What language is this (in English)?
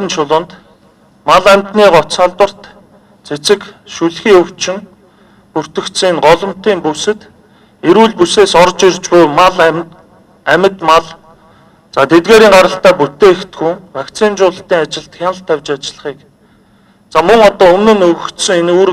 Mongolian